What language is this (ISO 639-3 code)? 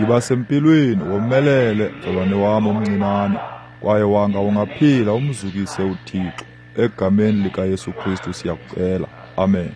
xho